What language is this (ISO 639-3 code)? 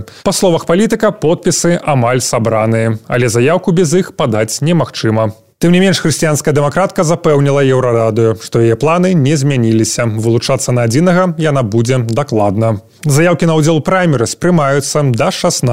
bel